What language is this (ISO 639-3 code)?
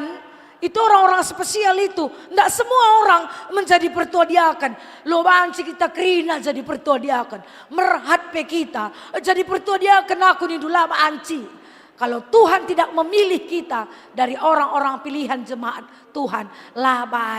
btx